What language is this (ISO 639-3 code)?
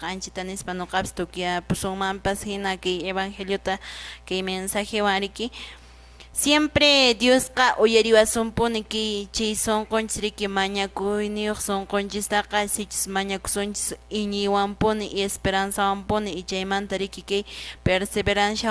que